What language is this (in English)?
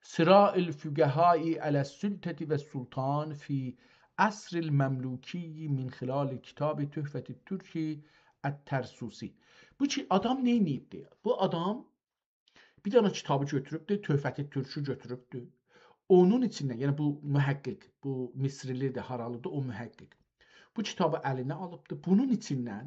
South Azerbaijani